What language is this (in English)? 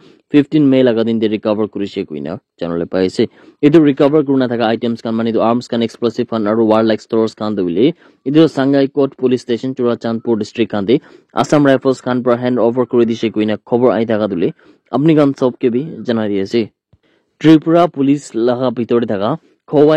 Naga Pidgin